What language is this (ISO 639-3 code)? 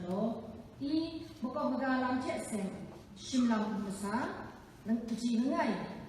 kac